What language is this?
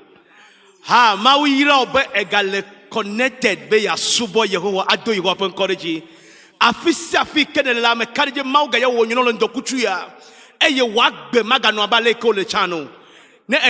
Ewe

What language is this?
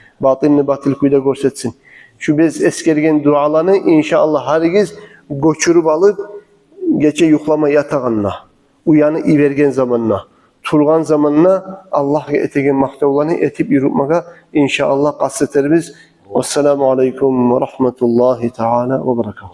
Kumyk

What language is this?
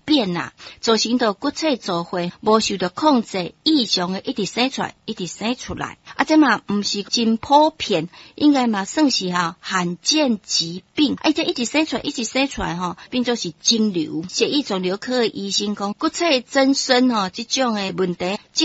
Min Nan Chinese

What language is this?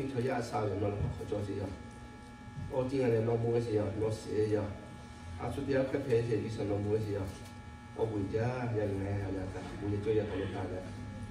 Lahu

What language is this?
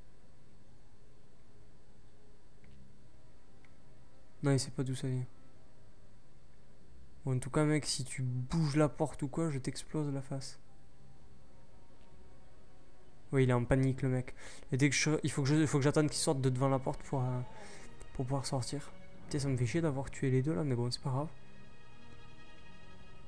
French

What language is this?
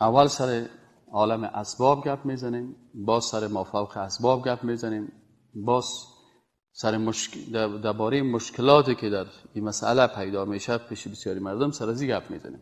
Persian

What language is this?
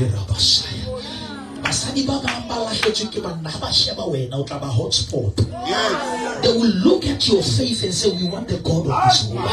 Southern Sotho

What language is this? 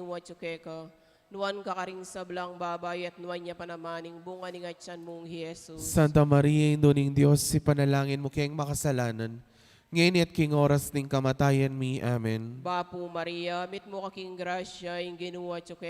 Pampanga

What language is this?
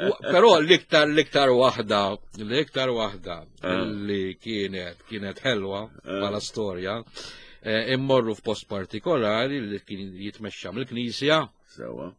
Maltese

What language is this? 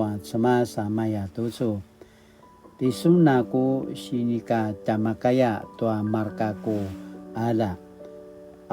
Paiwan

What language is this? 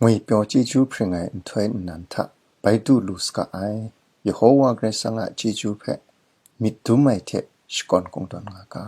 Kachin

